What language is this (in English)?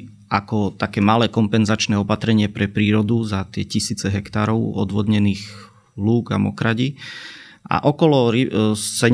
Slovak